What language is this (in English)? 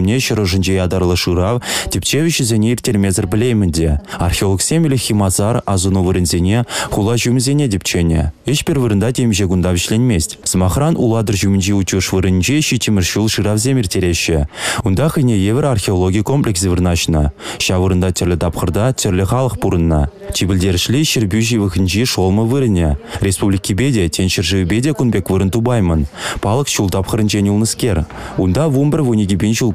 Chuvash